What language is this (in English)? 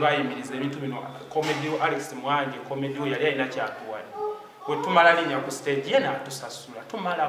Ganda